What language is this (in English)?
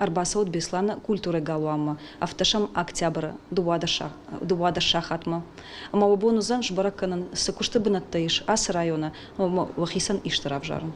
Ossetic